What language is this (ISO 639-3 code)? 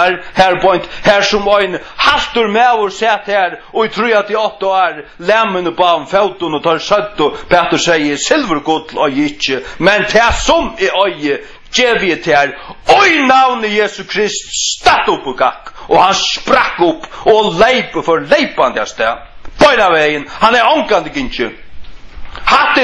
fao